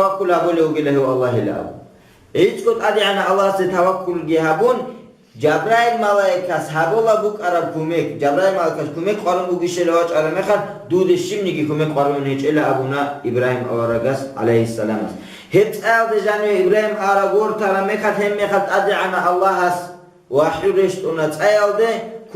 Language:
Avaric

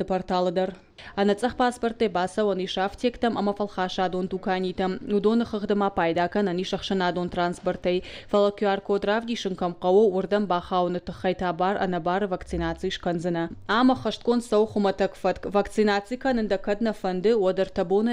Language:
Ossetic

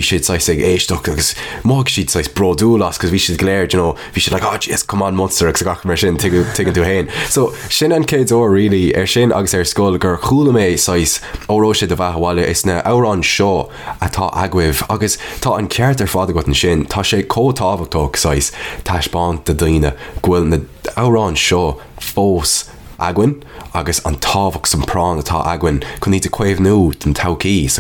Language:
Irish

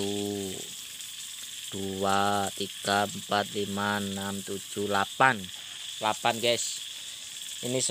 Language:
Indonesian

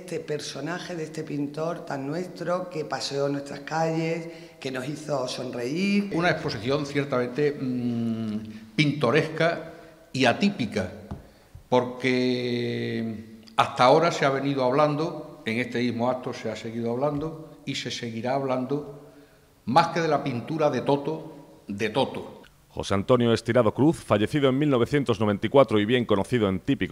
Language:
Spanish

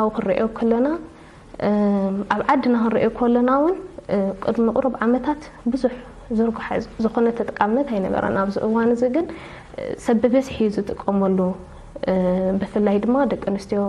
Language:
Tigrinya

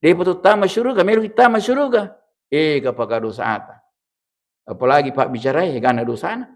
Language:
Buginese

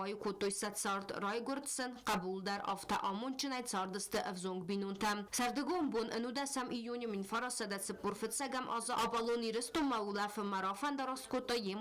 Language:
Ossetic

